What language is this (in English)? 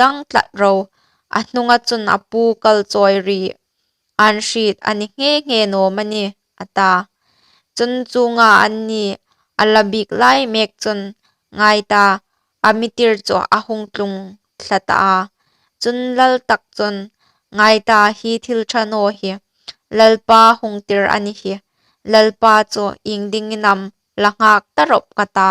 Hmar